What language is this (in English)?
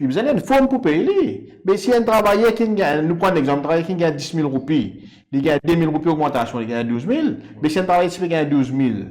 Morisyen